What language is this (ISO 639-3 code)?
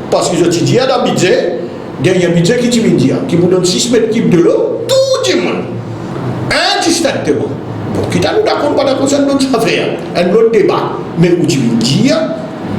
mfe